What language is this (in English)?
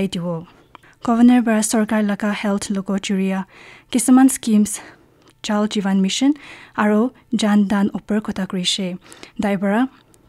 Naga Pidgin